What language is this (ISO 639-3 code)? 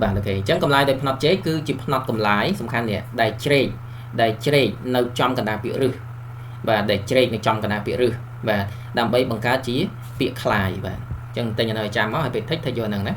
khm